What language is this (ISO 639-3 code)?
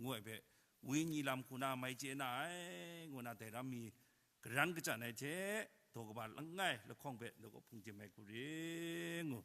kac